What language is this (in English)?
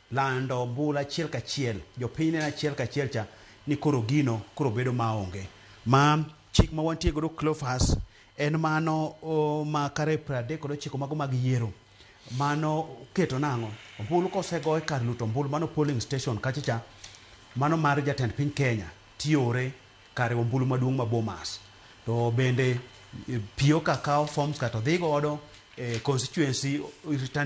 Luo (Kenya and Tanzania)